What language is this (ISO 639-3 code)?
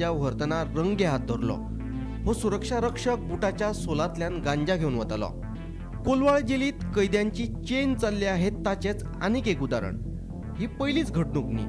kok